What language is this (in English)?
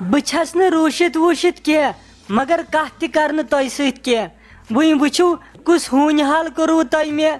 Kashmiri